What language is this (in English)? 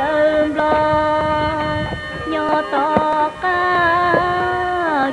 Hmong